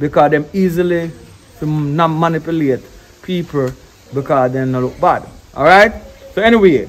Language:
Jamaican Creole English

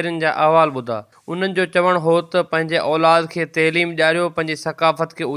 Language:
Sindhi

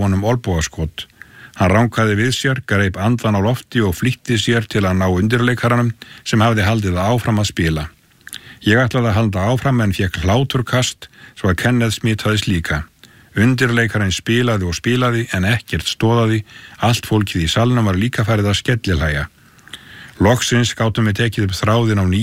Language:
Icelandic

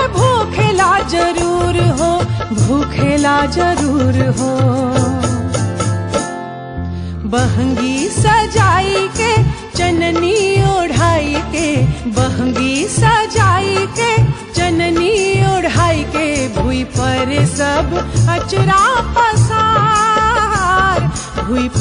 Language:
Bhojpuri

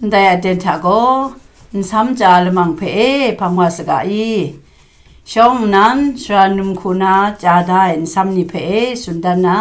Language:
Kachin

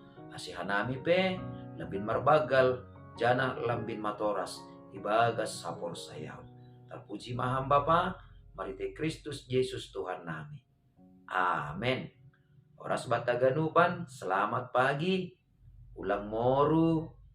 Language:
Batak Simalungun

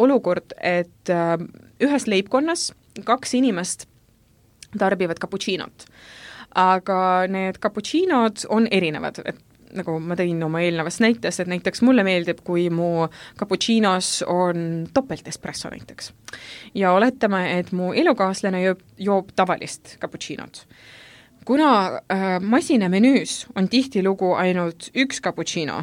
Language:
Estonian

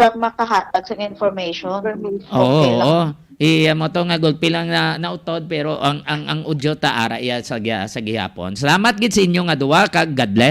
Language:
Hiligaynon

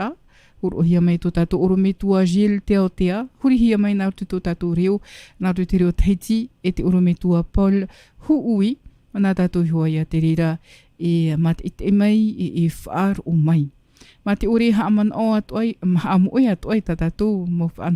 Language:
Tahitian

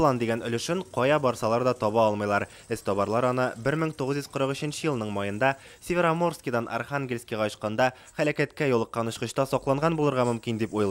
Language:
Tatar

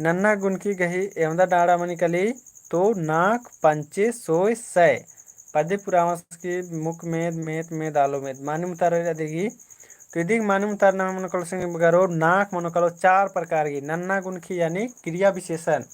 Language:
Kurukh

